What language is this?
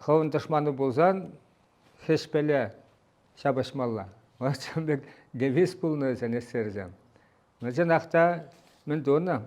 Chuvash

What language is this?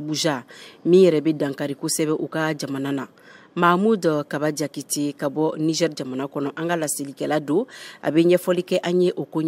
Bambara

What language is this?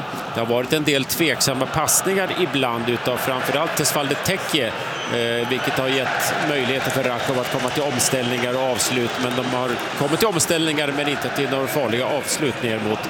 Swedish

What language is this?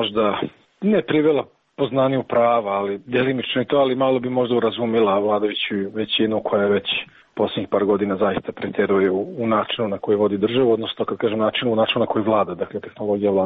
Serbian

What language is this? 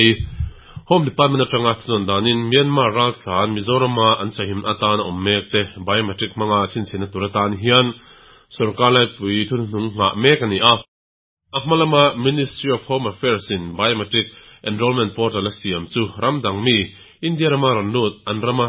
Mizo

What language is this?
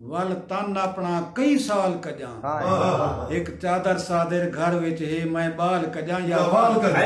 Saraiki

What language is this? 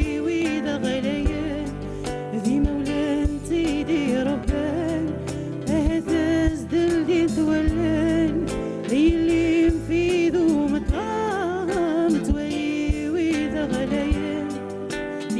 Kabyle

